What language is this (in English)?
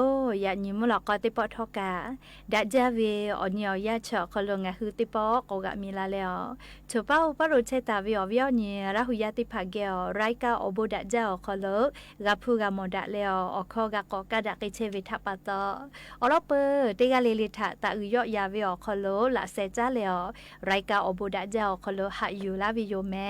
Lahu